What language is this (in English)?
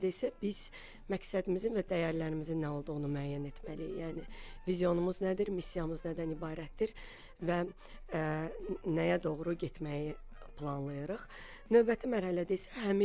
Azerbaijani